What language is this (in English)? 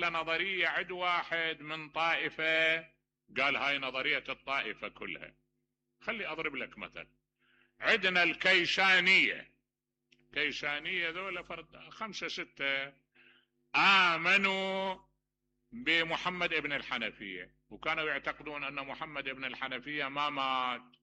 Mesopotamian Arabic